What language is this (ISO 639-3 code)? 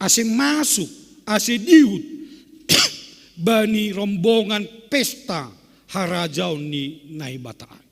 bts